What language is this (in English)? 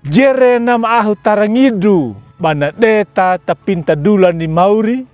Anakalangu